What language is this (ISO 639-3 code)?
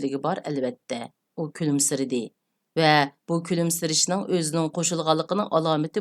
uig